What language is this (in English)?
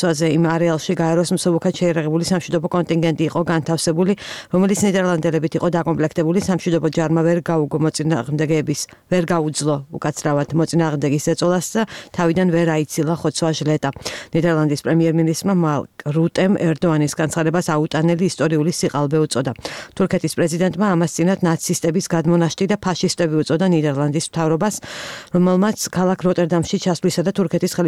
Georgian